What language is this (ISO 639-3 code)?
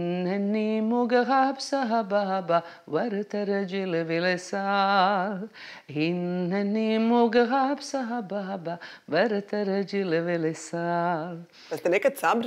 srp